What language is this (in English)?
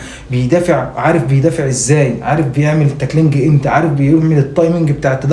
Egyptian Arabic